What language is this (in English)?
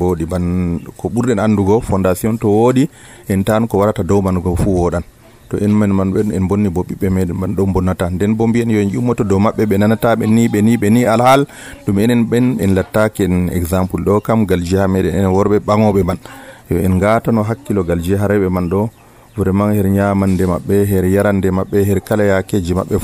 Nigerian Fulfulde